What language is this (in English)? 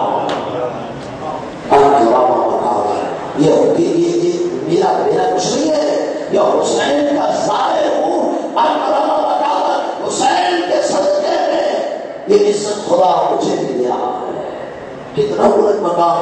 Urdu